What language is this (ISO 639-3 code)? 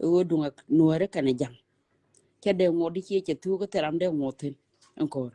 nus